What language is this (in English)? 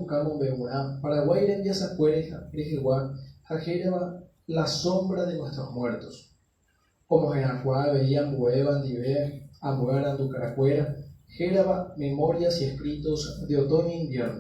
Guarani